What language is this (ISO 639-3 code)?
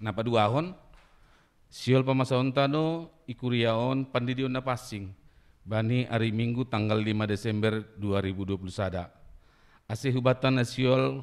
bts